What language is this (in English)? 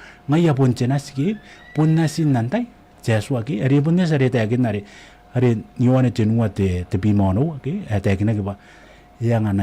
Gilbertese